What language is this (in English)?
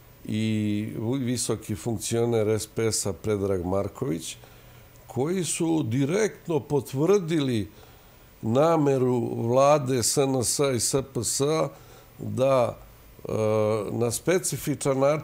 Serbian